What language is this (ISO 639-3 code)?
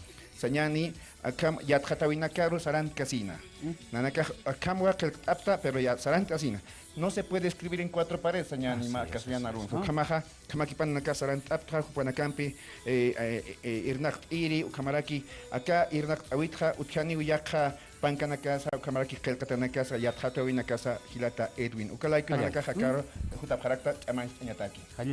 aym